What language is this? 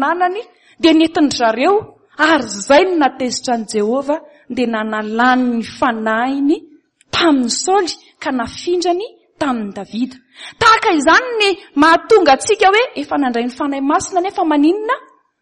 Malagasy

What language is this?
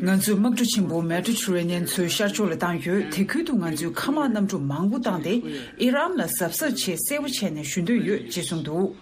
Tibetan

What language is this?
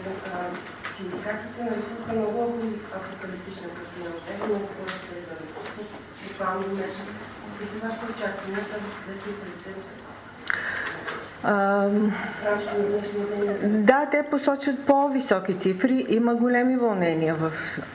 Bulgarian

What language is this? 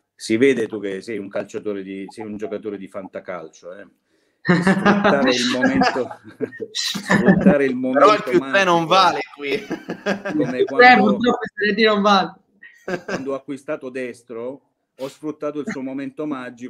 Italian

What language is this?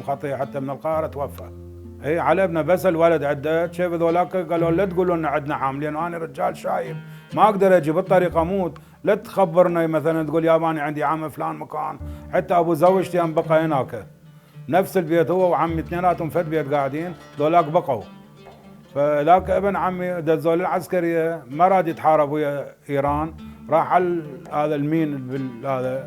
Mesopotamian Arabic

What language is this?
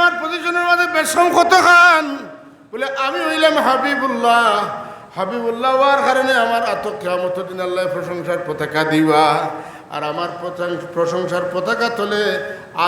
Sylheti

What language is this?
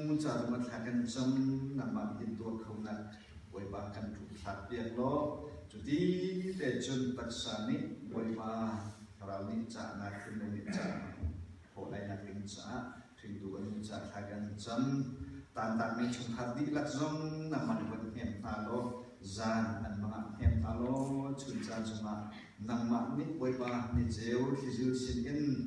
Hakha Chin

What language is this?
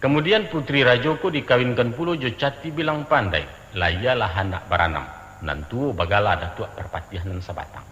Minangkabau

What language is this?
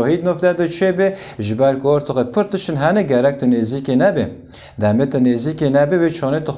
Kurdish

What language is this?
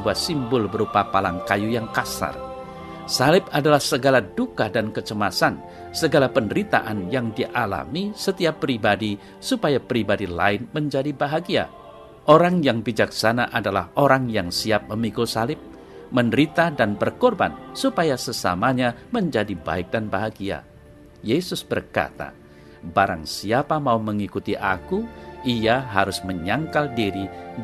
Indonesian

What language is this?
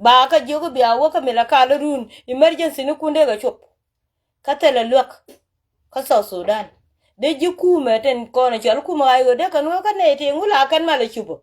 Nuer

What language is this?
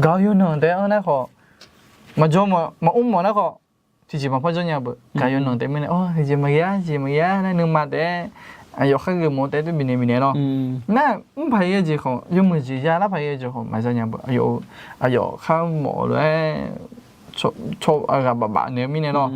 Akha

